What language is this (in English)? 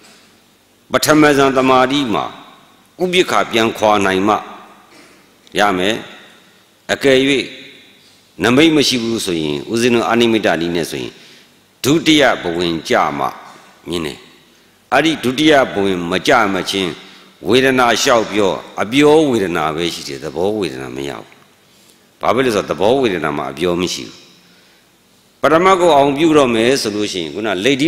Burmese